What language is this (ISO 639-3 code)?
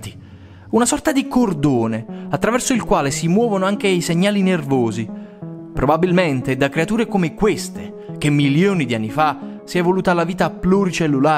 ita